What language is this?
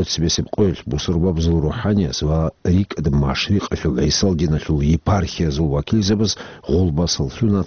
Avaric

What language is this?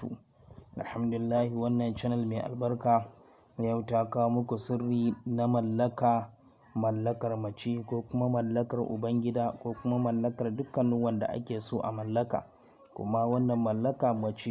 Hausa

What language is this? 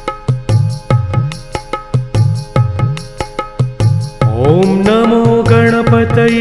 Sanskrit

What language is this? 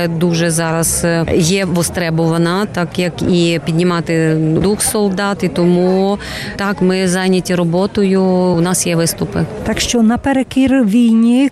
Ukrainian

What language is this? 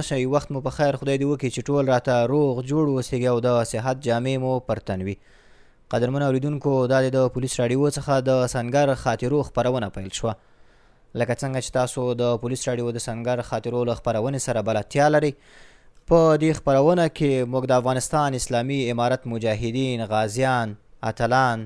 Pashto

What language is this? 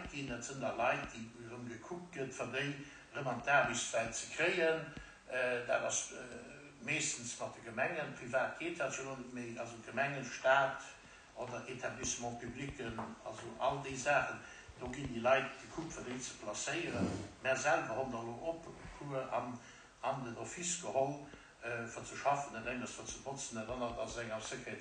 Luxembourgish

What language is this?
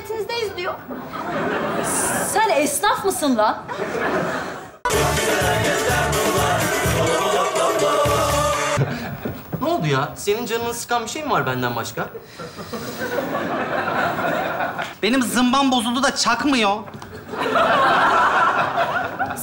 Turkish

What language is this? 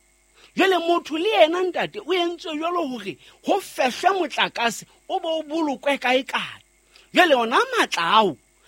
Southern Sotho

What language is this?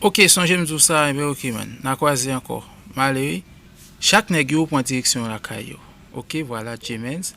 Haitian Creole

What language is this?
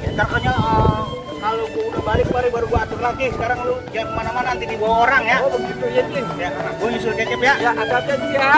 Betawi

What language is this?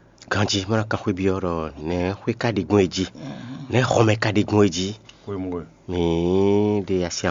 Fon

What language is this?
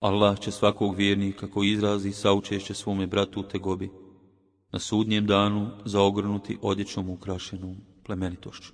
Bosnian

